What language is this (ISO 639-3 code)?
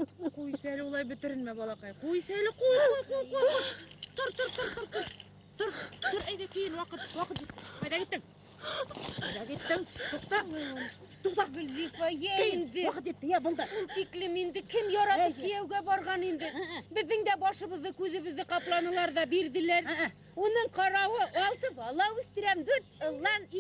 bak